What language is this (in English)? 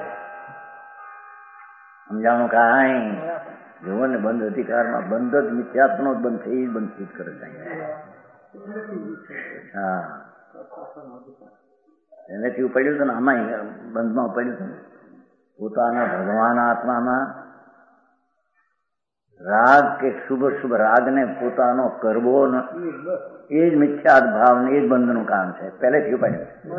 Gujarati